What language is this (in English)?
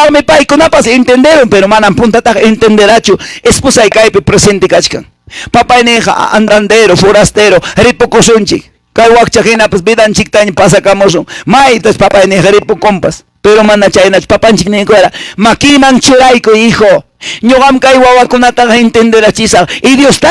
Quechua